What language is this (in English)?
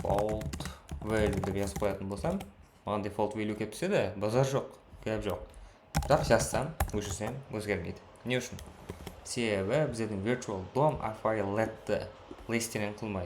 Kara-Kalpak